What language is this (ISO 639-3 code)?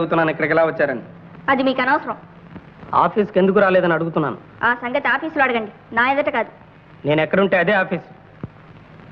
tel